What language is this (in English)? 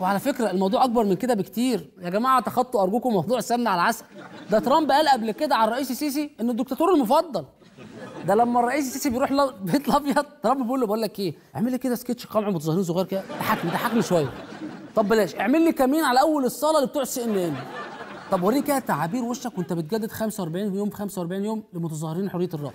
Egyptian Arabic